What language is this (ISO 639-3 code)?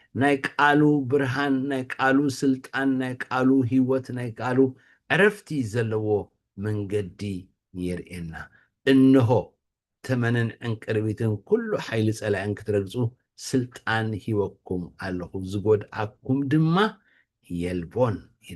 tir